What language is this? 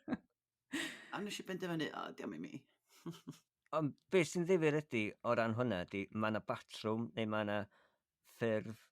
Welsh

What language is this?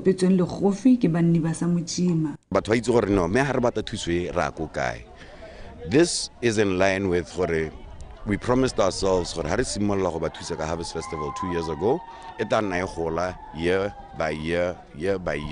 Tswana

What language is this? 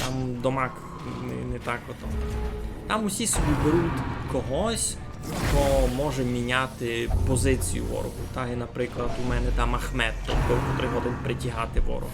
Rusyn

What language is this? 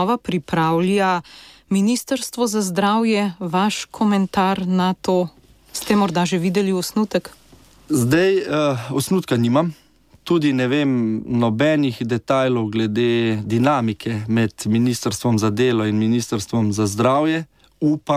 Slovenian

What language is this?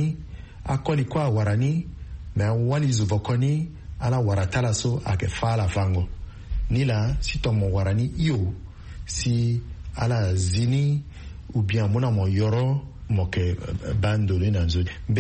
Sango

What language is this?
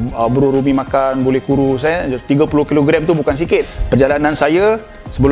Malay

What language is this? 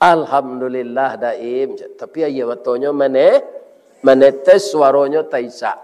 Minangkabau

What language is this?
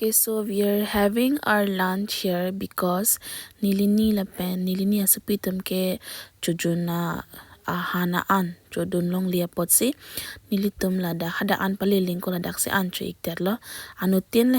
Karbi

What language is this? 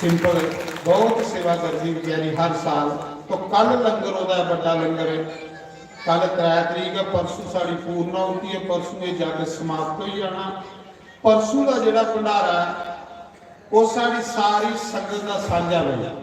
Dogri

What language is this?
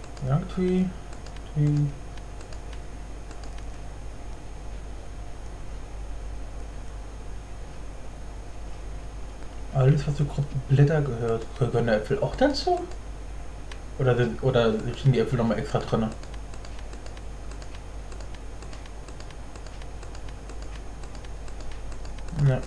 German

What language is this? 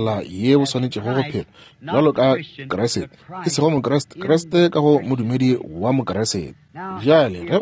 Northern Sotho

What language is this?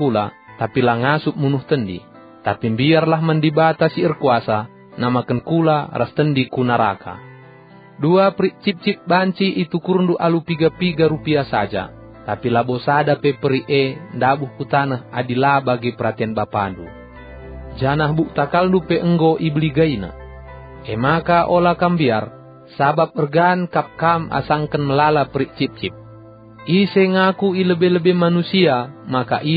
Batak Karo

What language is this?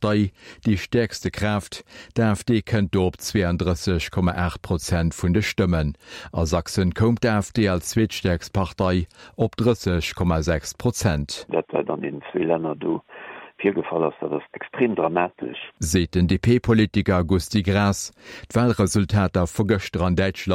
Luxembourgish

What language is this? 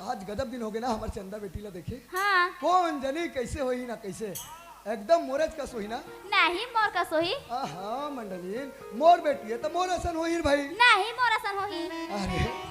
Chhattisgarhi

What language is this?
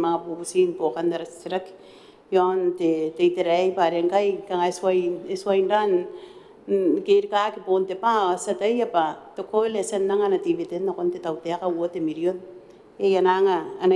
Gilbertese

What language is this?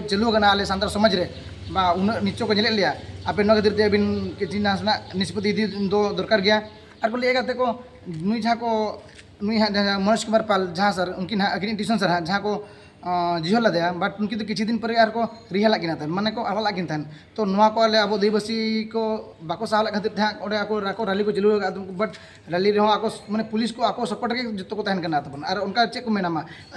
Santali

